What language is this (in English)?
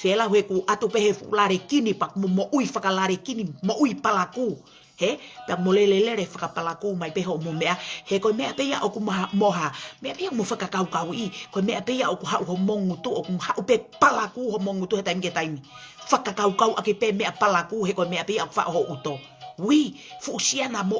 Tongan